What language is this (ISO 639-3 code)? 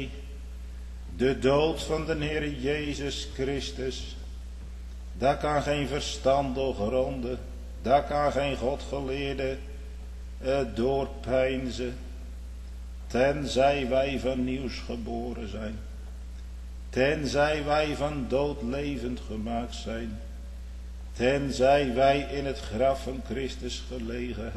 nld